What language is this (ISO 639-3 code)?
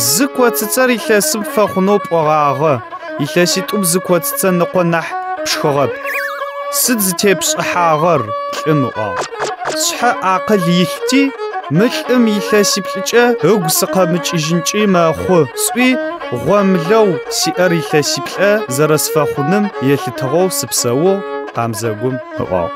ady